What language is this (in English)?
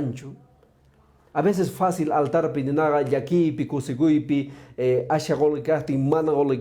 Quechua